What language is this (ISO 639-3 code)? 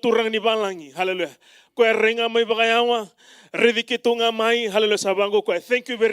fij